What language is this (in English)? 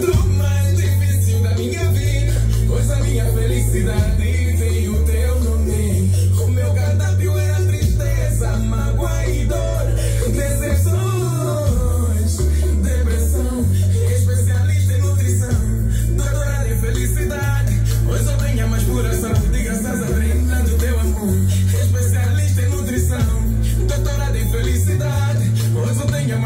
Portuguese